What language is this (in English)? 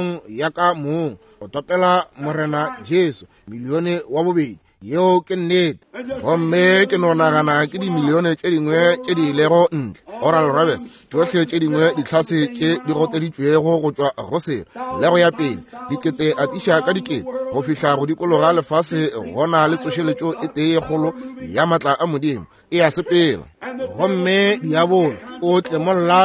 Northern Sotho